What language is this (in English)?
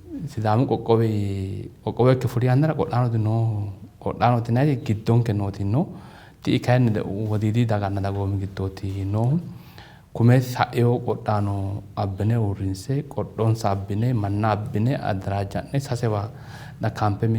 Sidamo